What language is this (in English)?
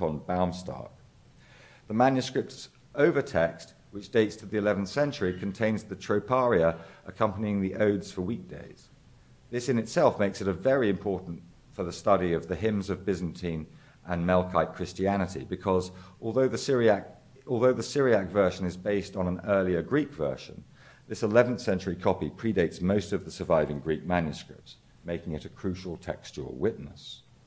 English